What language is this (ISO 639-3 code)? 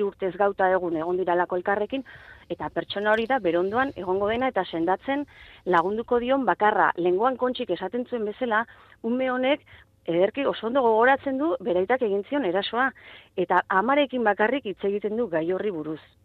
eus